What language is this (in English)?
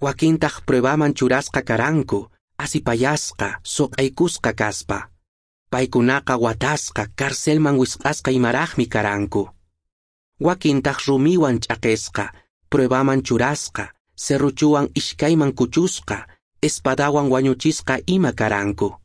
Quechua